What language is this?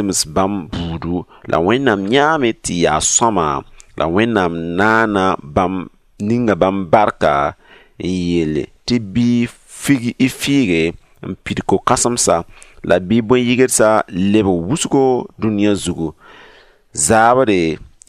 Mossi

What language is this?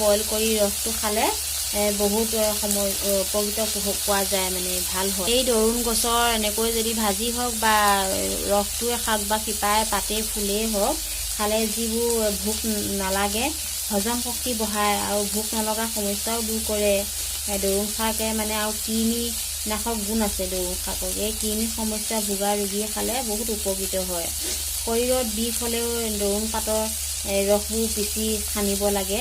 Assamese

